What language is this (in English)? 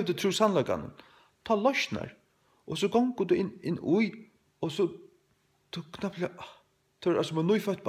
Faroese